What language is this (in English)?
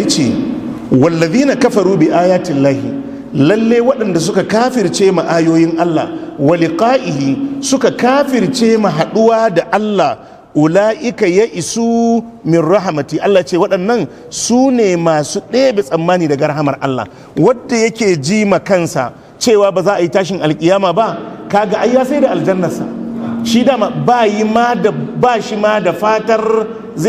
Hausa